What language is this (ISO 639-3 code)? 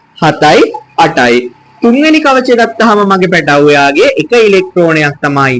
sin